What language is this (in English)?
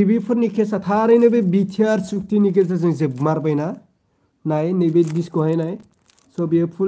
Bodo